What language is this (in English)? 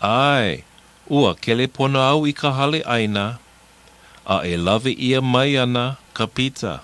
Hawaiian